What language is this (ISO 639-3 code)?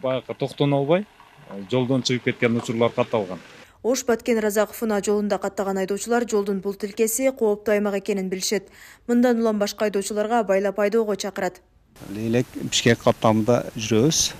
kir